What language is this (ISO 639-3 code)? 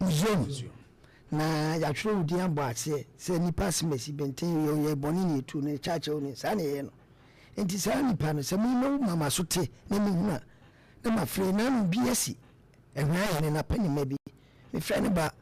aka